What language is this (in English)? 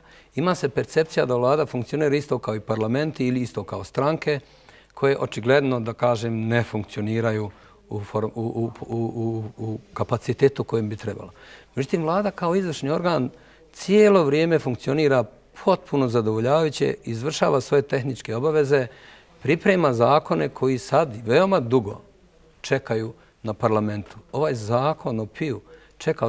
Bosnian